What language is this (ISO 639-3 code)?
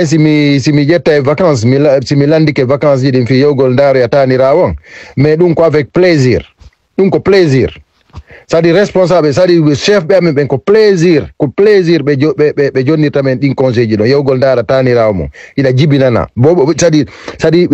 ful